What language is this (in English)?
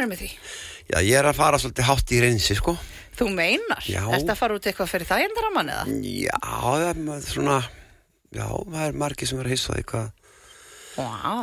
Icelandic